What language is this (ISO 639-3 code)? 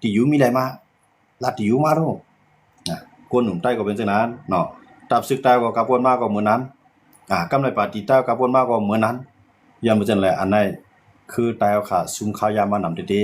shn